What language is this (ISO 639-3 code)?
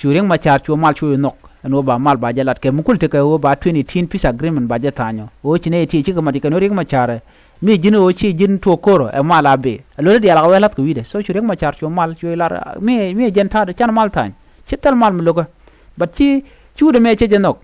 nus